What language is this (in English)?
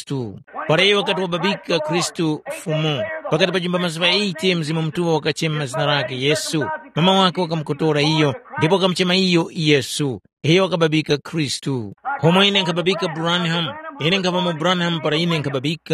Tumbuka